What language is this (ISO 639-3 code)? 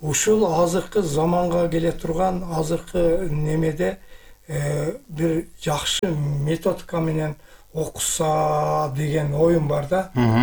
kir